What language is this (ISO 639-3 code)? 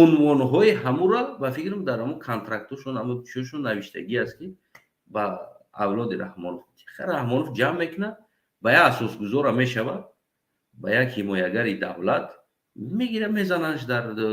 tgk